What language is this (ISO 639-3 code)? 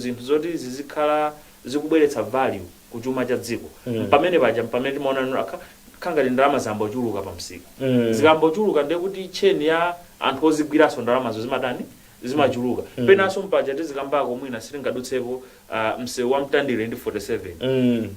nya